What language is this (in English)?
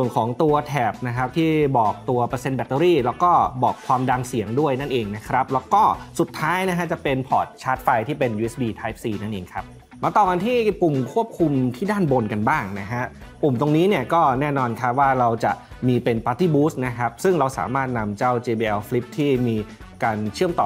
Thai